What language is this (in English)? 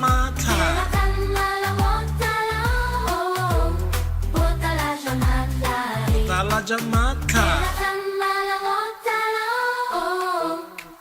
Tswana